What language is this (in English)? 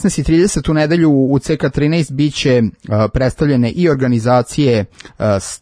Serbian